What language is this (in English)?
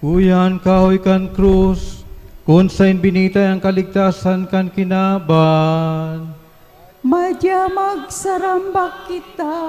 Bikol